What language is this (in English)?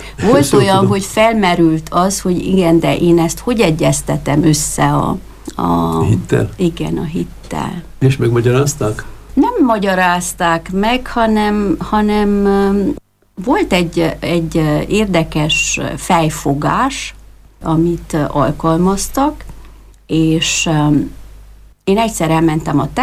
Hungarian